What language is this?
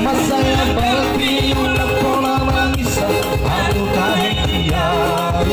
Batak Toba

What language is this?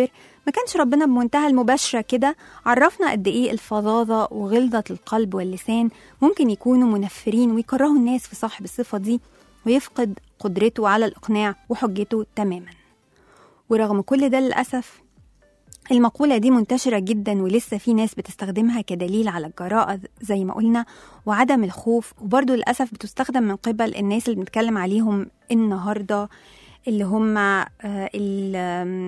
Egyptian Arabic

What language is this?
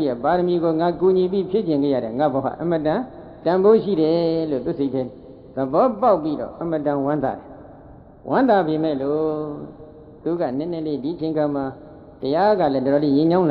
Burmese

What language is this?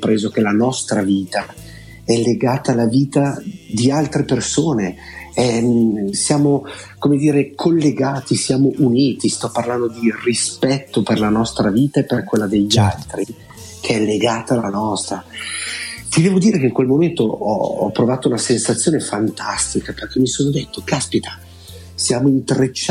Italian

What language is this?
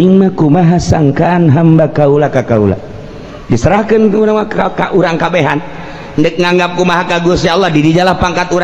Sundanese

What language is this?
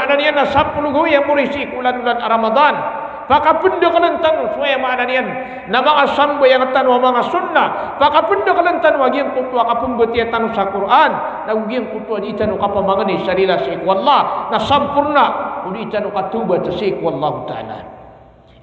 Maranao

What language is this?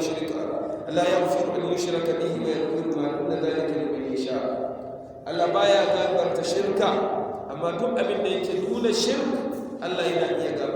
Hausa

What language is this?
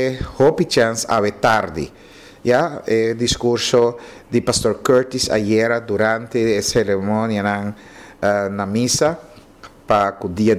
Papiamento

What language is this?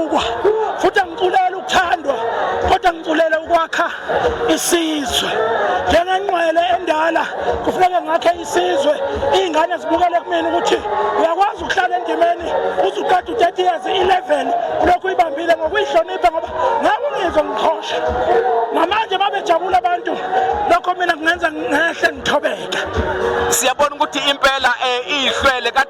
Zulu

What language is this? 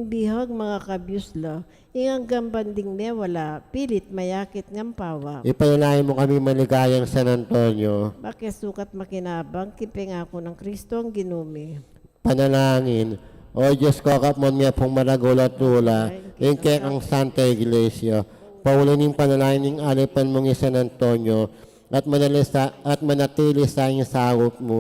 Pampanga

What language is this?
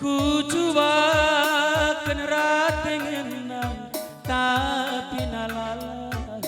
Batak Karo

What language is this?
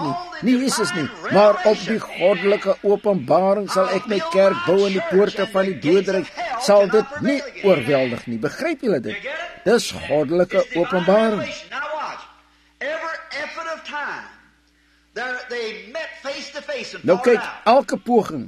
Afrikaans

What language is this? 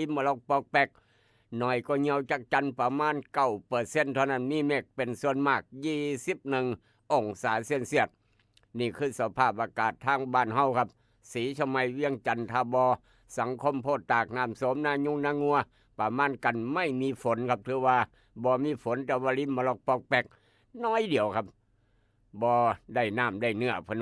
Northeastern Thai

